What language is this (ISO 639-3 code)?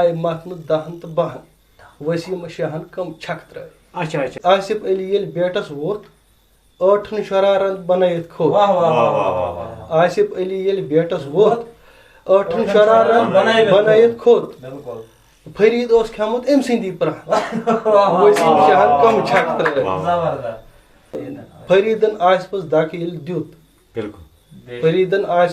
kas